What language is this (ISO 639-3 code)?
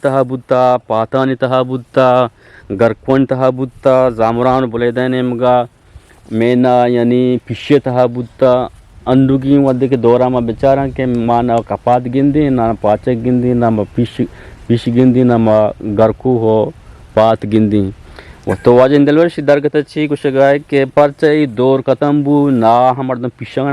bgp